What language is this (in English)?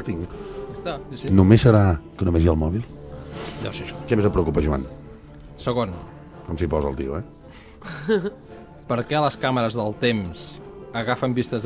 Catalan